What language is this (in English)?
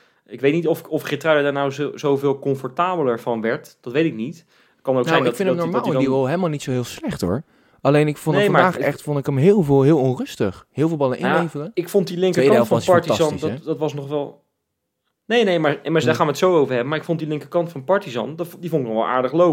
Dutch